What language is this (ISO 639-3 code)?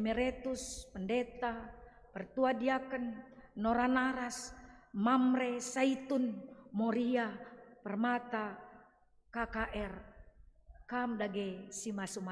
btx